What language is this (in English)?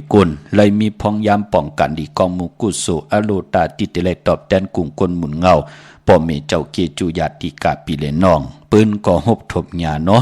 Shan